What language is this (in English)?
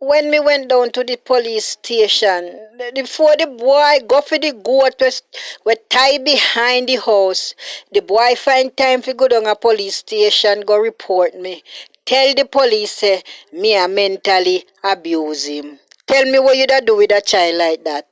Jamaican Creole English